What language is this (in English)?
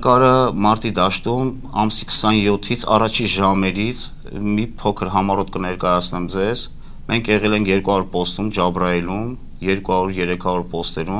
Armenian